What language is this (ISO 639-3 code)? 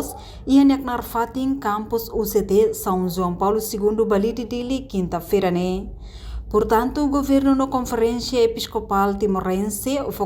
tet